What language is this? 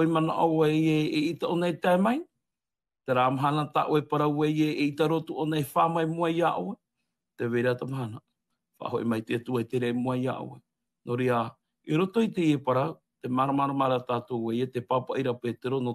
Tahitian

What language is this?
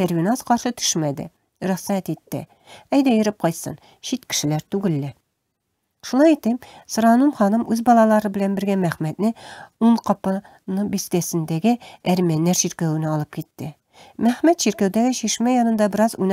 Tatar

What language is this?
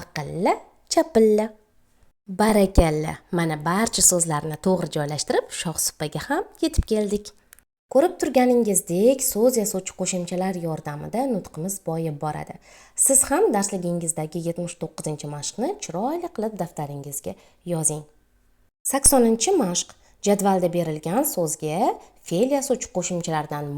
Uzbek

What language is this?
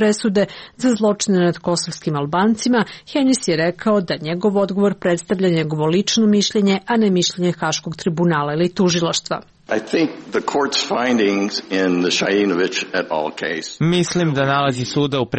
Serbian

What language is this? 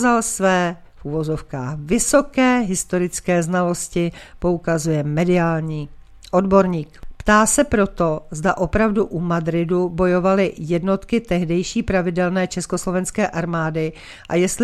Czech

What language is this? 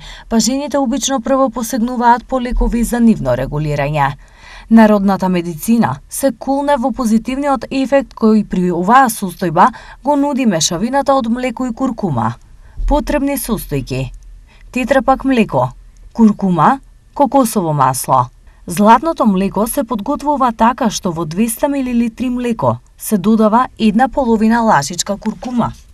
Macedonian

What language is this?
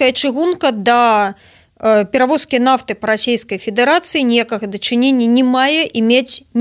Belarusian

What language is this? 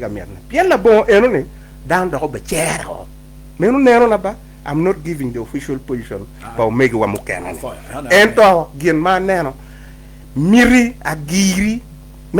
Acoli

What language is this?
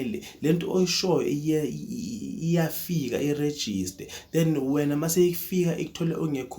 Zulu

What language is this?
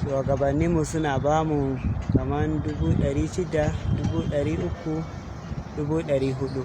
Hausa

